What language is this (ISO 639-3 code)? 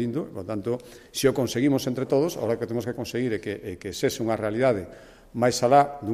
glg